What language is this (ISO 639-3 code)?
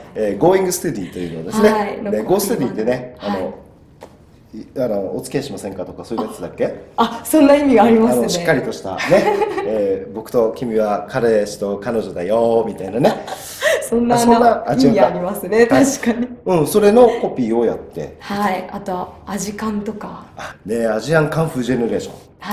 jpn